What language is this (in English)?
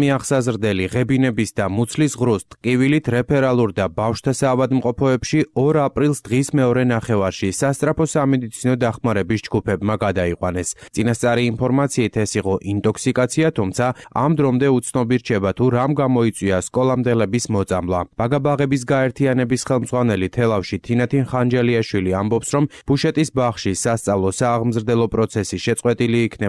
Georgian